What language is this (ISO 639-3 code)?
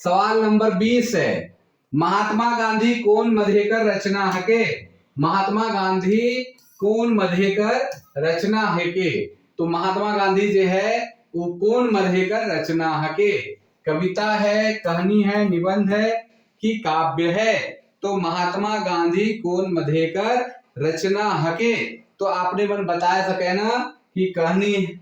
sck